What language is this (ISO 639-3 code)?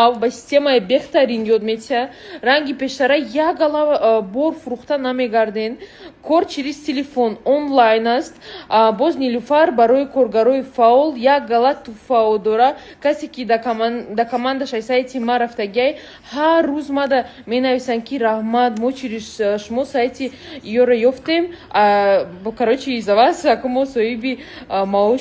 tgk